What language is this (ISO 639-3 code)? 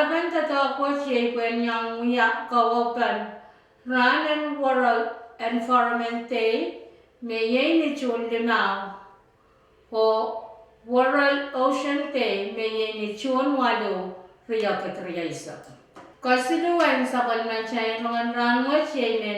pon